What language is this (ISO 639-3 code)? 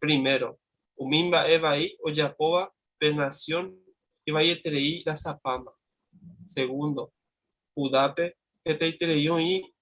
grn